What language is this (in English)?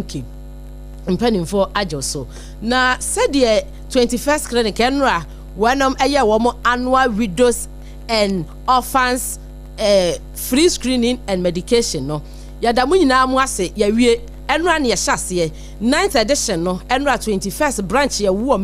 Akan